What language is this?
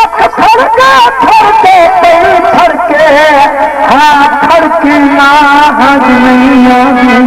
Saraiki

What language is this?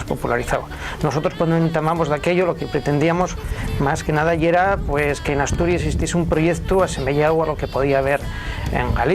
Asturian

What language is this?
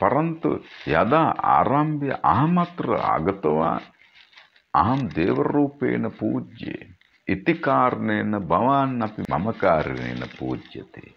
Sanskrit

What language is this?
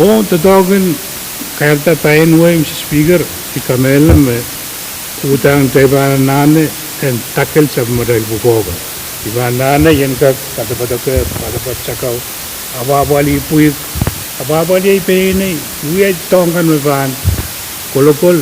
Pohnpeian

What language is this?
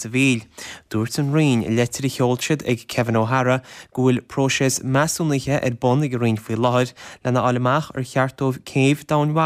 Irish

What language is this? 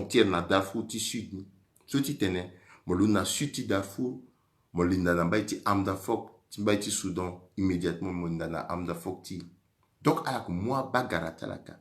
Sango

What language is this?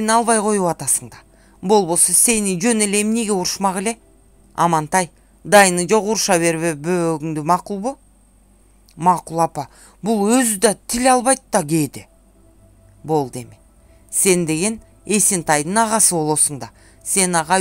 Kyrgyz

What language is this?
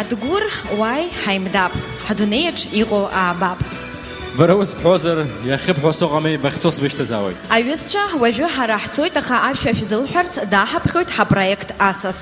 Abkhazian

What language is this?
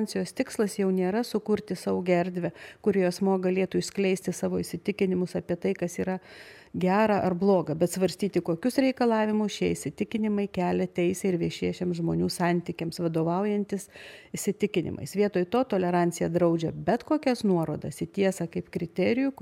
Lithuanian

